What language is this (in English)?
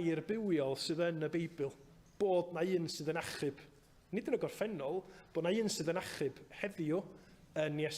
Welsh